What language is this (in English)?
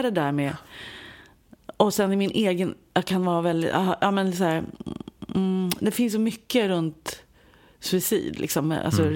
Swedish